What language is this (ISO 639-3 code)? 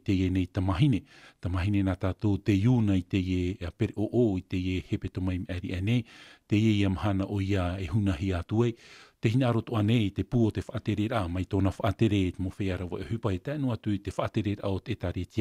tah